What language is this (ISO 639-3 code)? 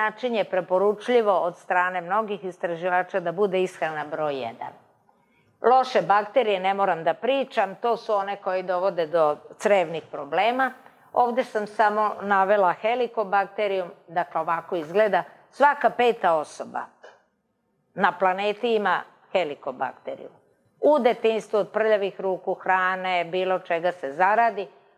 srp